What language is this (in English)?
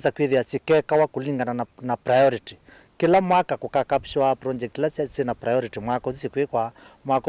Kamba